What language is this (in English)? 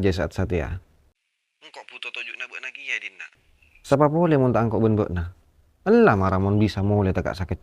Madurese